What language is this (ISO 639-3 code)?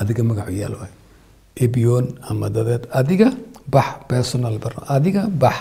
som